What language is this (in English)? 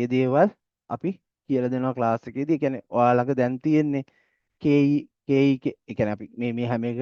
Sinhala